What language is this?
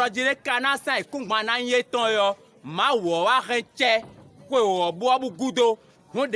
Fon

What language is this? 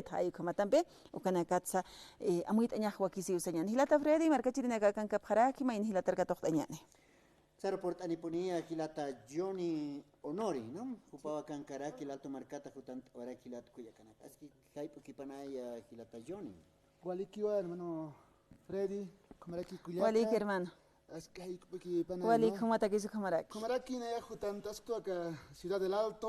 Aymara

